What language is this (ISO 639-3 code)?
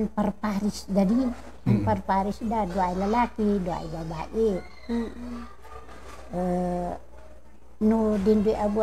kne